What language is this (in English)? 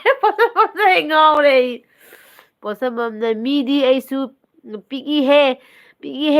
Manipuri